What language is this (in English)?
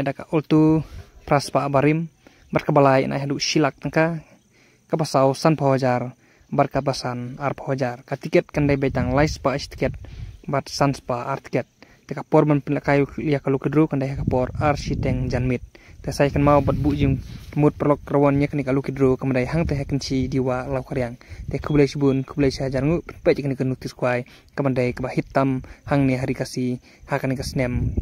Khasi